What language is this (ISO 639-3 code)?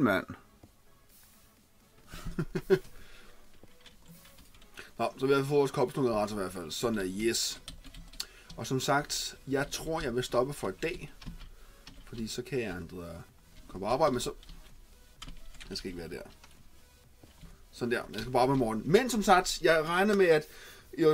dan